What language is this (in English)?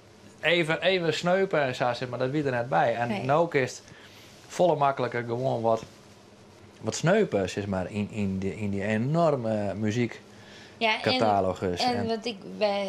Western Frisian